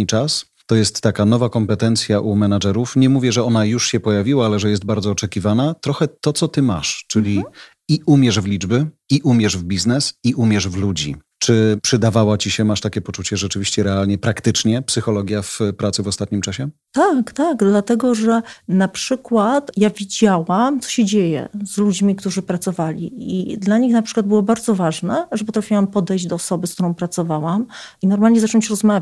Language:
Polish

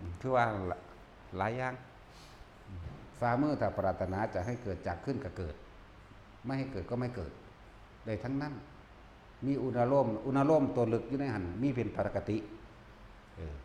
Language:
Northeastern Thai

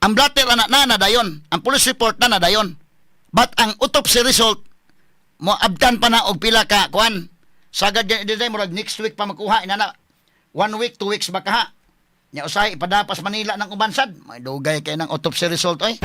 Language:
Cebuano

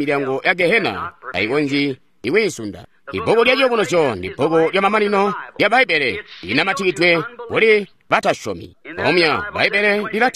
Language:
Tonga (Zambia)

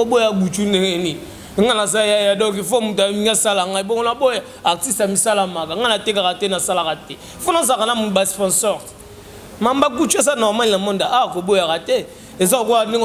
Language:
Lingala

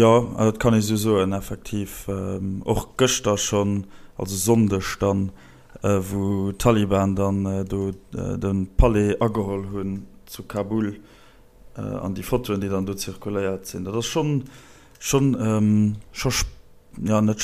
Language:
Luxembourgish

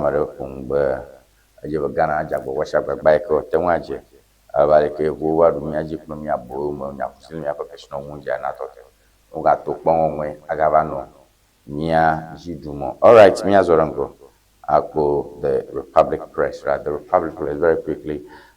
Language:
Ewe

